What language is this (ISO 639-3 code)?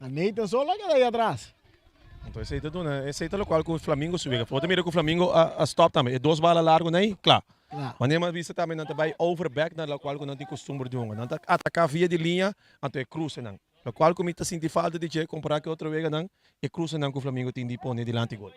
pap